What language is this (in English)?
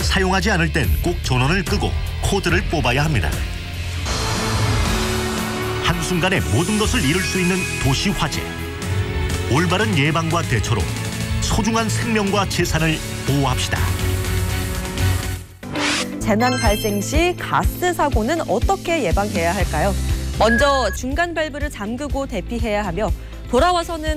Korean